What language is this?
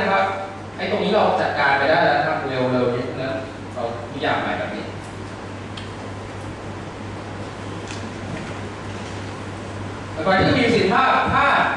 Thai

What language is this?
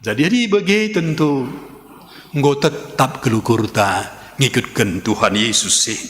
Batak Karo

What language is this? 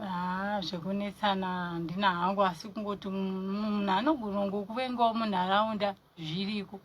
Shona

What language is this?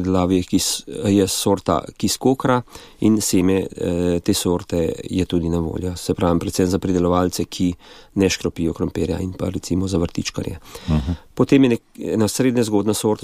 Slovenian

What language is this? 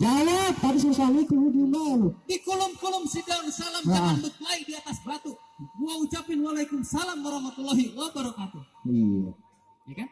Betawi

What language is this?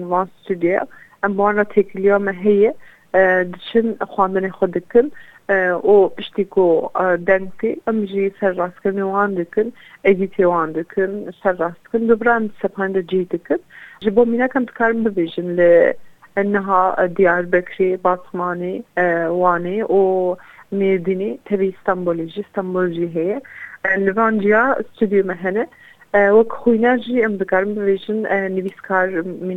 Kurdish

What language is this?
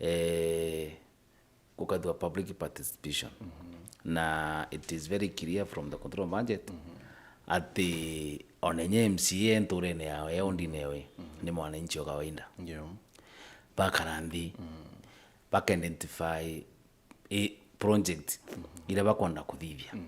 Meru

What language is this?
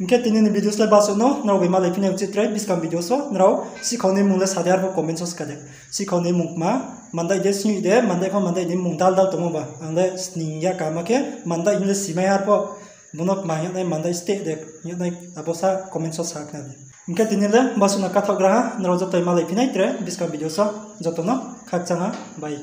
Riang (India)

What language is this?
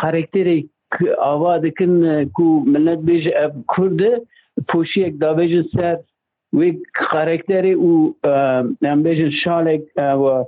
Kurdish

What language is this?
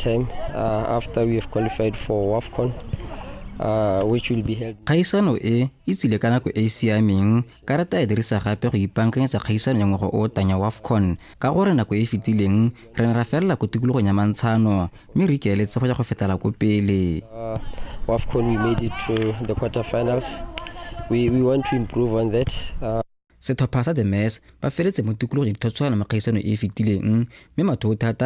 Tswana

